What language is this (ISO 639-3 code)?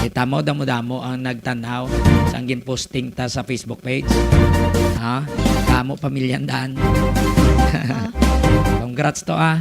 hil